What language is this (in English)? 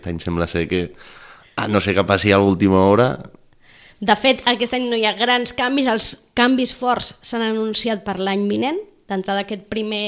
Catalan